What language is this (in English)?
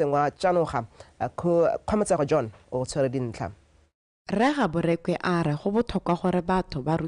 Tswana